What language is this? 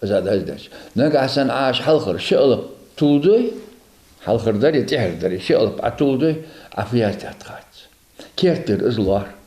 Ingush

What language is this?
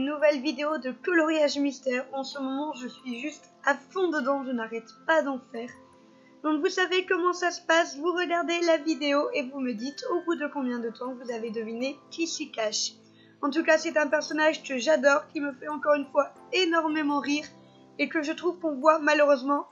French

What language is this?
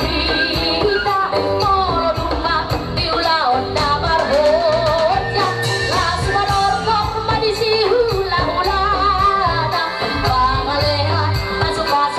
Batak Toba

